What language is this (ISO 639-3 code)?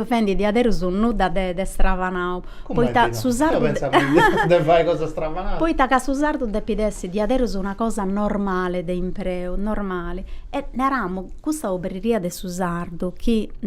srd